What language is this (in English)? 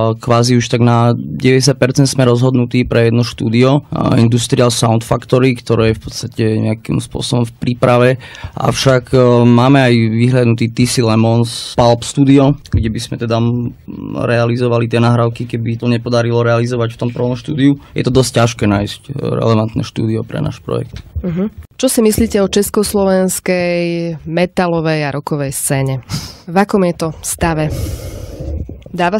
Slovak